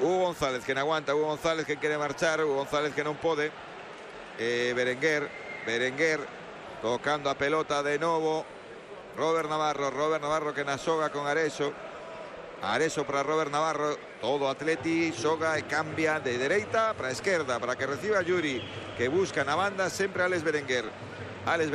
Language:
Galician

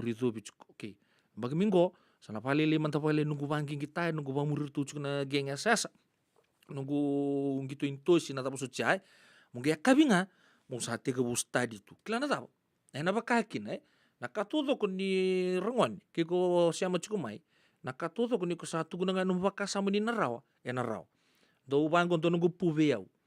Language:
Fijian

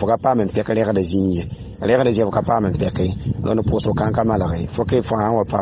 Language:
Mossi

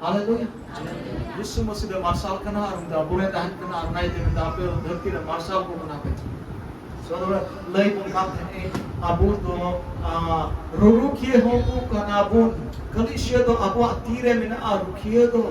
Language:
Santali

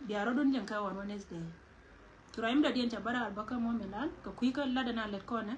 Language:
Nuer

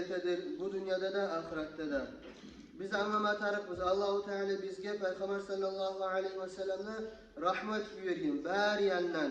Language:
Kumyk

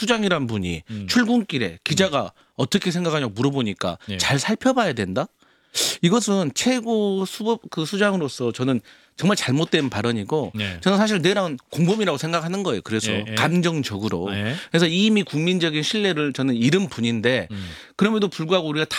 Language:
Korean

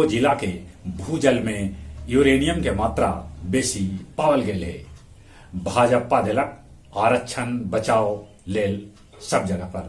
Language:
Magahi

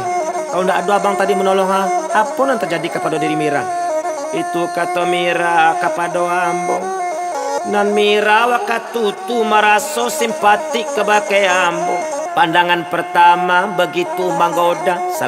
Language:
Minangkabau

